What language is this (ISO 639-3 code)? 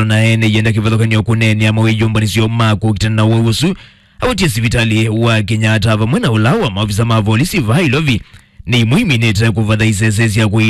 kam